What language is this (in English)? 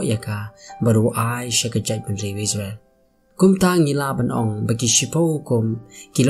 Khasi